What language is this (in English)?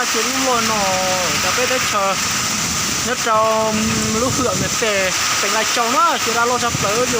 Hmong